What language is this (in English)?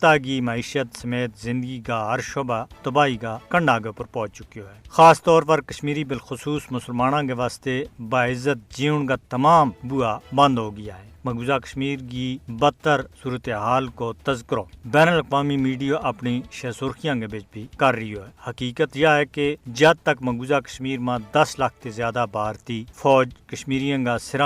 Gujari